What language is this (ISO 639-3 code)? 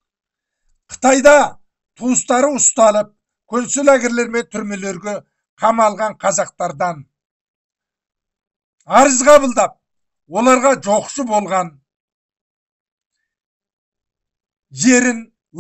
kaz